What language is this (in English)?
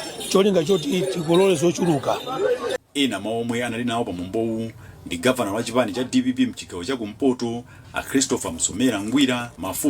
Nyanja